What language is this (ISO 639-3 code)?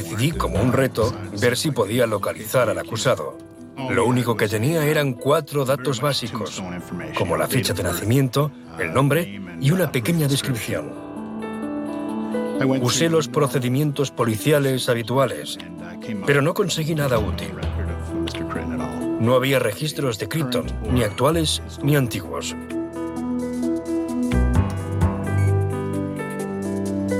spa